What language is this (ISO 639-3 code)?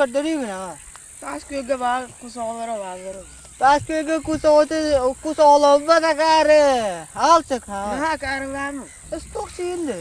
sah